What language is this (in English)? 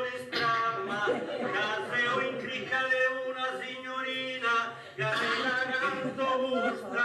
Sardinian